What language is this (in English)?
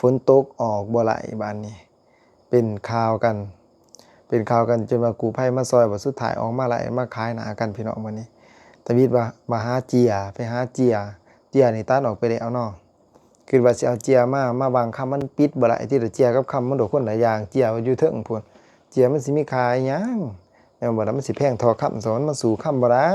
Lao